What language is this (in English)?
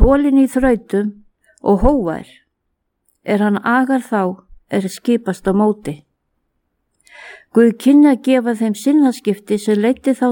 Icelandic